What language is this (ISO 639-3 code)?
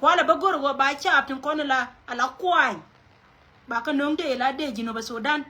nus